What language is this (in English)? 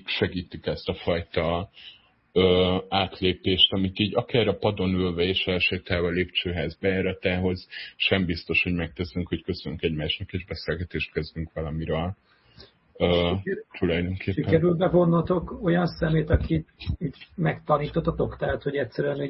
Hungarian